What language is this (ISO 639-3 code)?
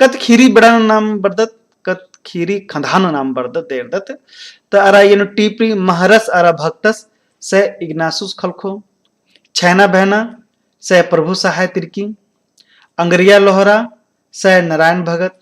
kru